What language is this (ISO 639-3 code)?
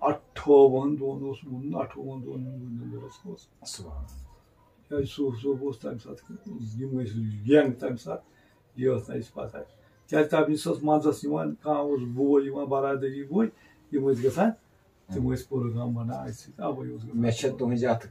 kas